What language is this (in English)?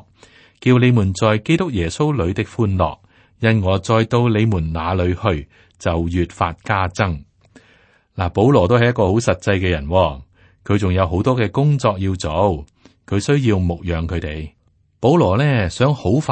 Cantonese